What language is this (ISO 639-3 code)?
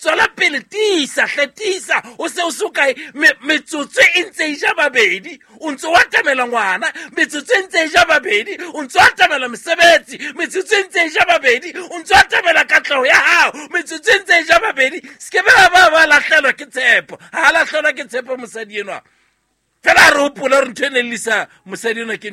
sot